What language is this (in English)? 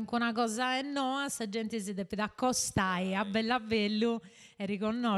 Sardinian